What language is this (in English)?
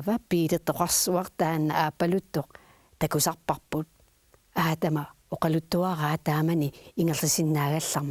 Kalaallisut